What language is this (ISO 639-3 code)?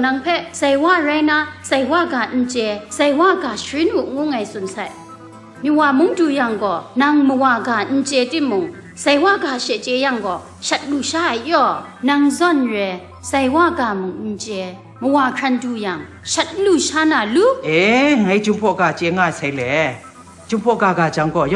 kac